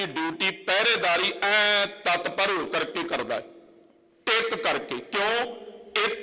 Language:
Punjabi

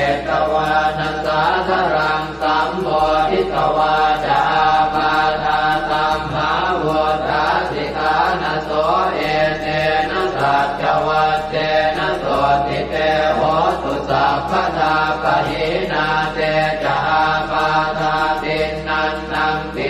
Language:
Pali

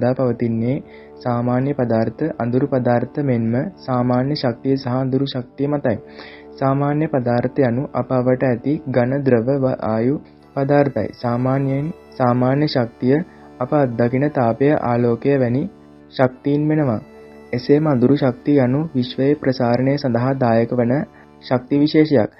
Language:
Sinhala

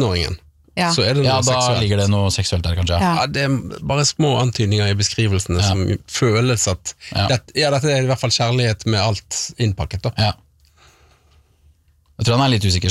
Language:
Norwegian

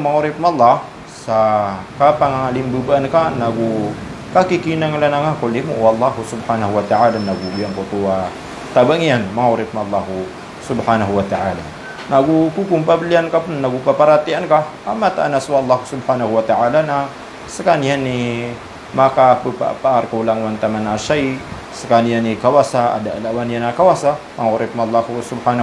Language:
Maranao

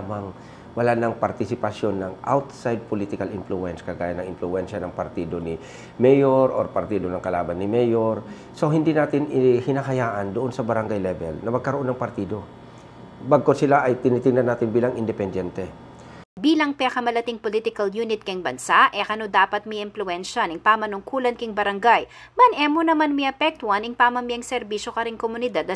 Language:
Pampanga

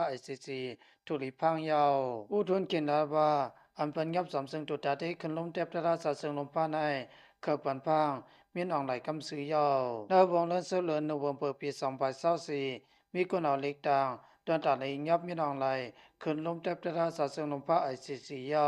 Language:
Lao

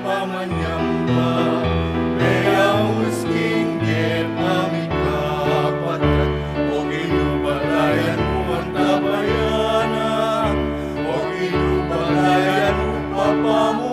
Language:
Pampanga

